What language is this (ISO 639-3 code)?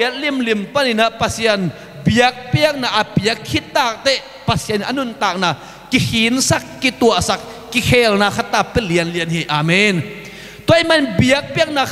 ctd